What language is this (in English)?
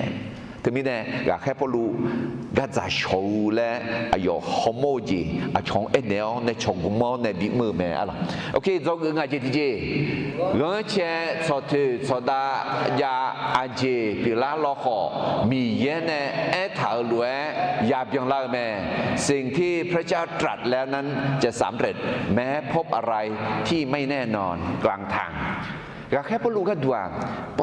Akha